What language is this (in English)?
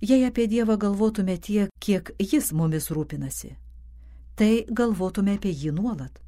Lithuanian